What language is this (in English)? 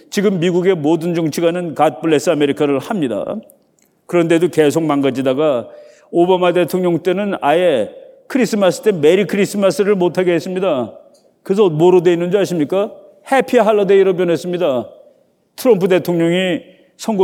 Korean